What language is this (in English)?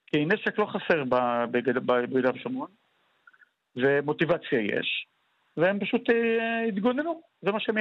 Hebrew